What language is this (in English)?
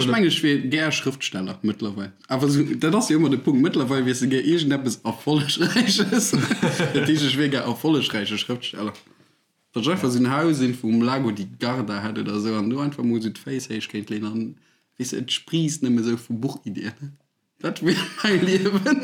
Luxembourgish